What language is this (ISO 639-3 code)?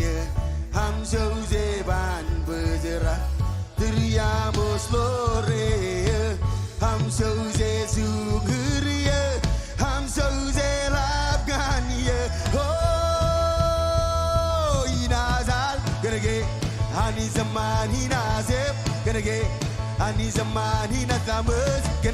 mah